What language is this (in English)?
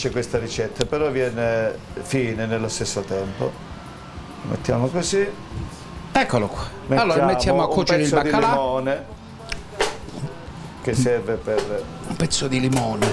Italian